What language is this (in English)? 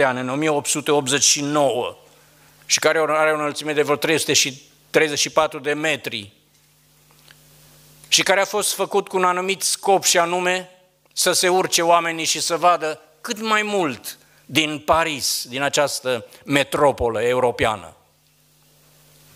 Romanian